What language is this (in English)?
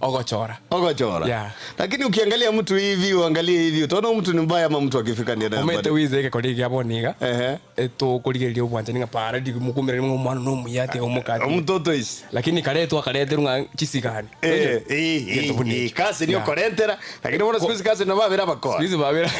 Gusii